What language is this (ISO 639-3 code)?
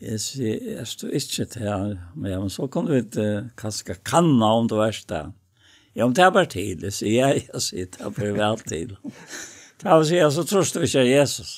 fao